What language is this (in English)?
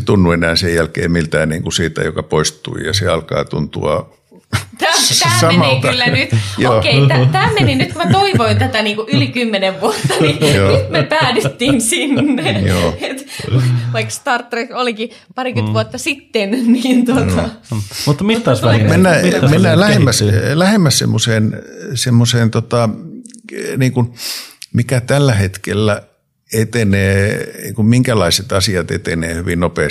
Finnish